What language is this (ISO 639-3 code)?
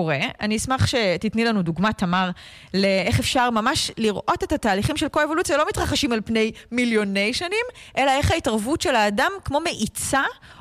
heb